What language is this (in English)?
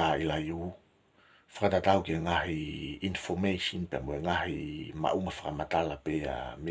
Tongan